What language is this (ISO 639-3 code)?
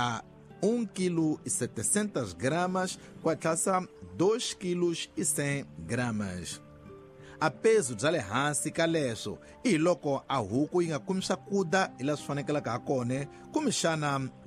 tso